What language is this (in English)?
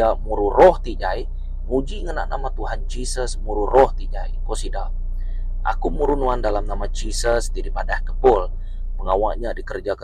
Iban